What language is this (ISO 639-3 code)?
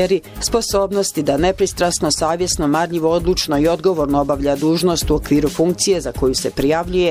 bos